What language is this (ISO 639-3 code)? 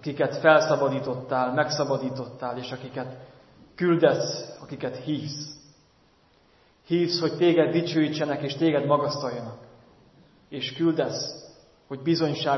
hun